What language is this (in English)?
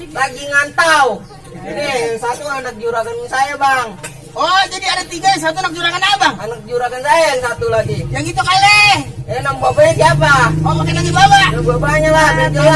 Betawi